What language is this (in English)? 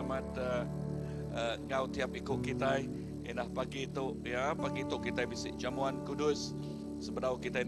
Iban